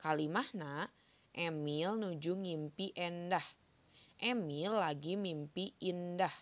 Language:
Sundanese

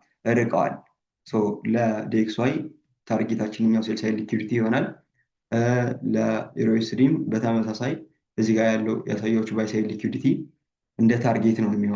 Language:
Amharic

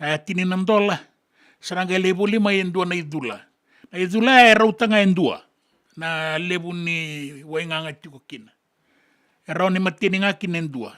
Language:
Fijian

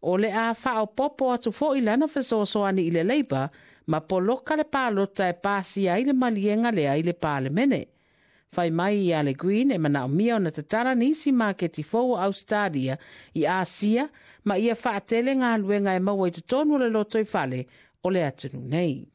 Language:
Samoan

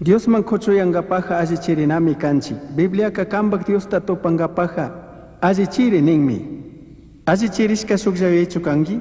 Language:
Chimborazo Highland Quichua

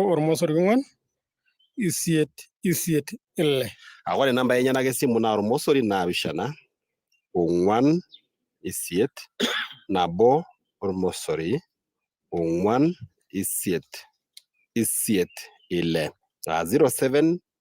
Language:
Masai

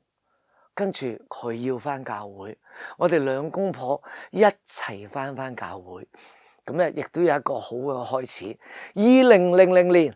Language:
Cantonese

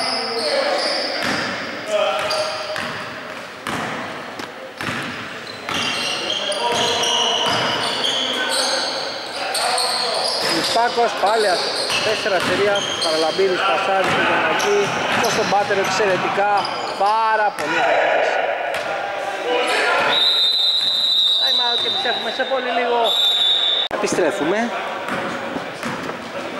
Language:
Greek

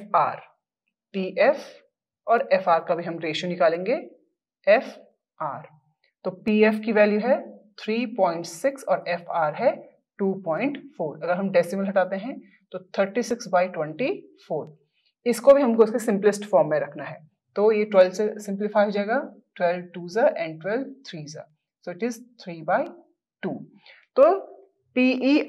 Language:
Hindi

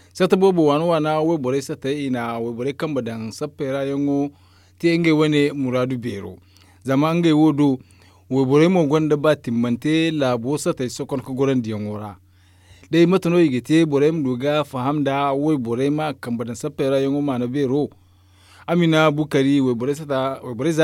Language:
Zarma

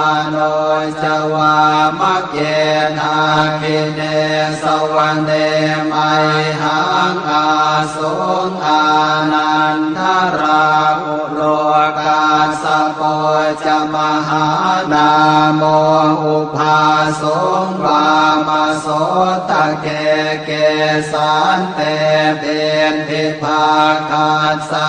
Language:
Pali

